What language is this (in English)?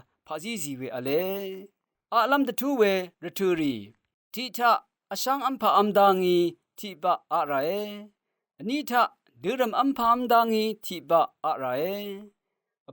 Rawang